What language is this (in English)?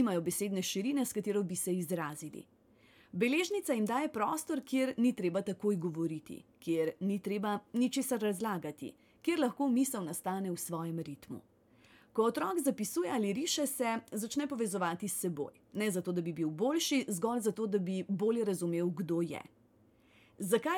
Slovenian